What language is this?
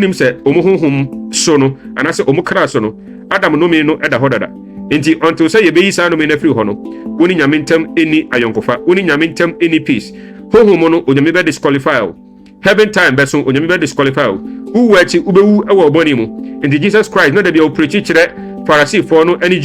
Akan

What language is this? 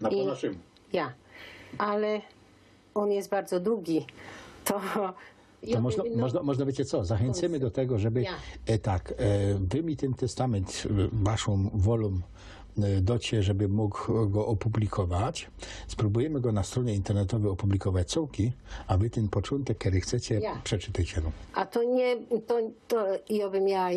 Silesian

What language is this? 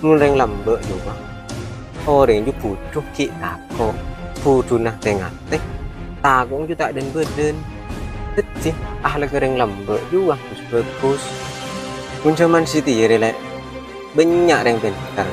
Madurese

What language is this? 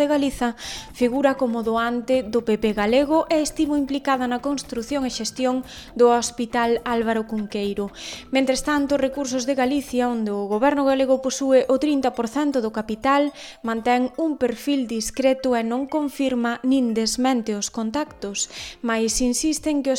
Galician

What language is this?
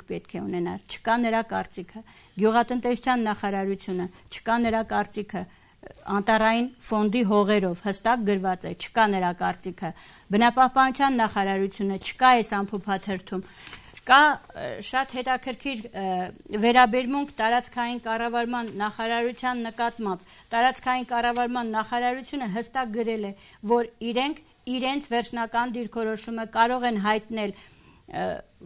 Armenian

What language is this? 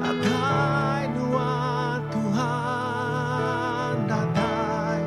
Iban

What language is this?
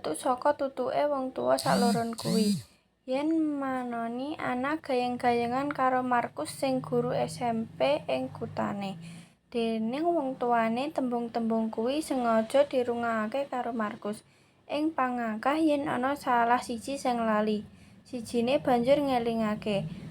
Javanese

